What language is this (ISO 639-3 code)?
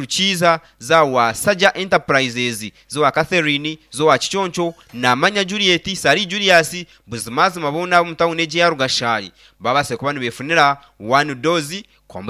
nyn